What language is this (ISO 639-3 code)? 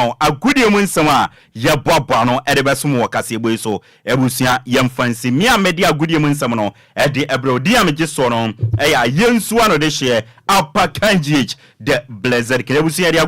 aka